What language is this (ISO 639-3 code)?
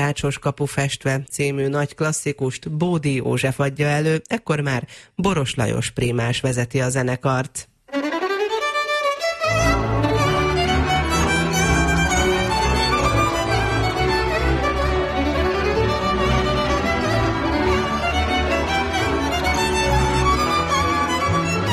hun